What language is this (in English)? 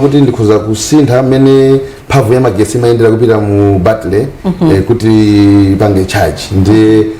Nyanja